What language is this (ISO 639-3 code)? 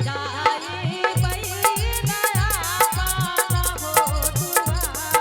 anp